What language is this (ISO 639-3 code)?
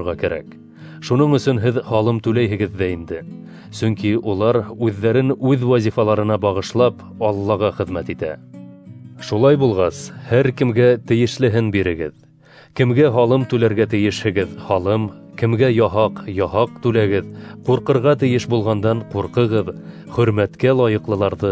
bak